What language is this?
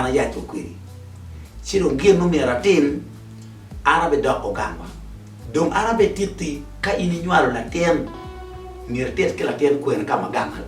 Acoli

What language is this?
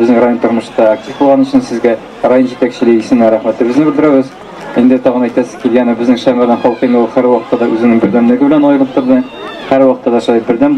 Tatar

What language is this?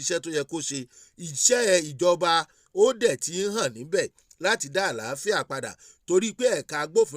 Yoruba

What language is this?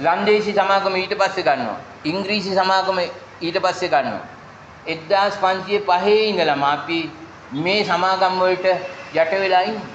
Sinhala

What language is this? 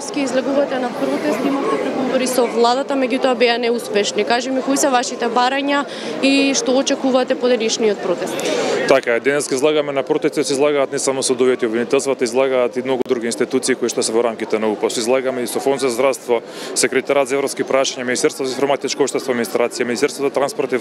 Macedonian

